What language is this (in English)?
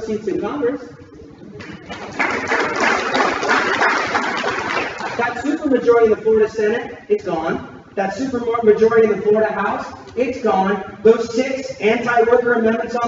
English